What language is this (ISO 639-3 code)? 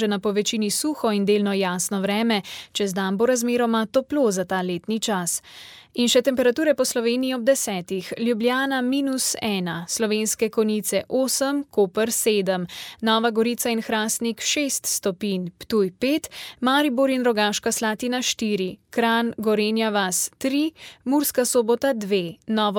slv